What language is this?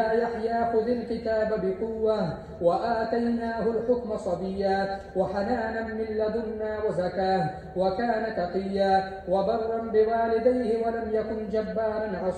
Arabic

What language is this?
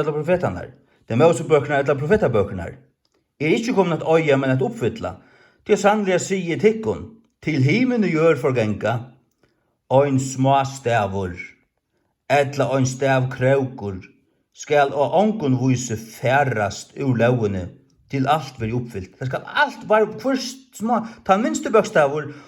Faroese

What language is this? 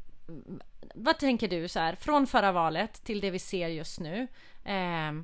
Swedish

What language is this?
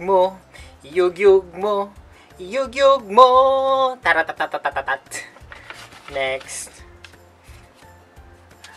Filipino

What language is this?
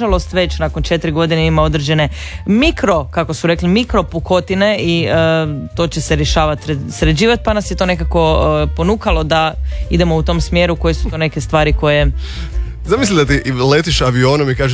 Croatian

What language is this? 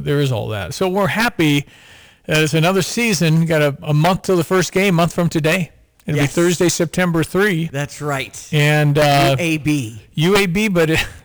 English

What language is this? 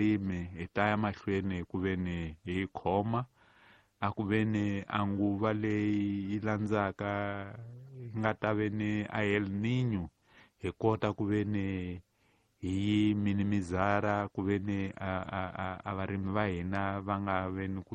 Tsonga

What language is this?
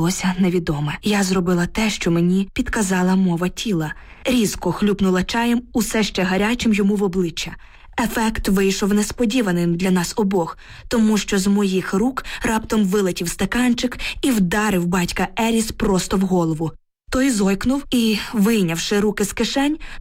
Ukrainian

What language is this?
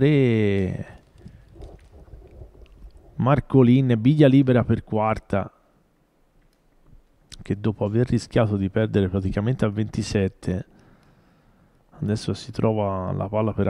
Italian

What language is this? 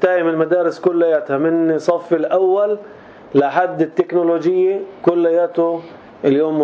North Levantine Arabic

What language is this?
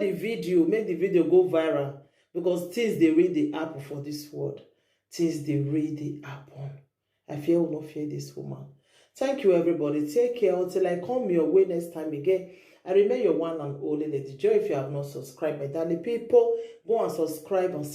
Nigerian Pidgin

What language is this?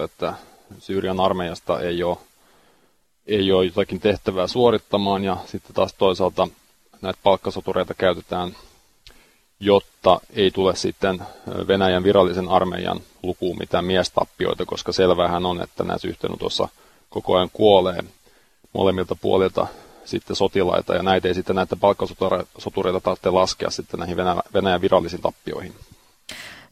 Finnish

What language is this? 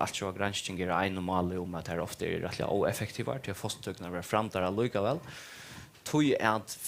Faroese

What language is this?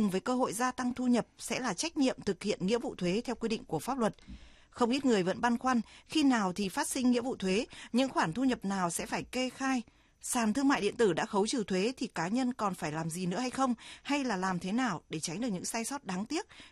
Vietnamese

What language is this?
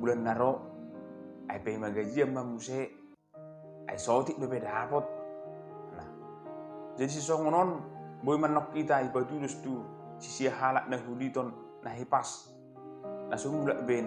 Batak Toba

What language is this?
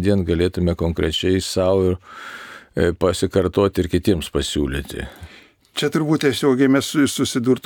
Lithuanian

